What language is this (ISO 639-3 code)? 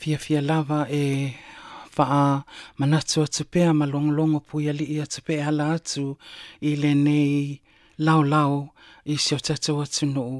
smo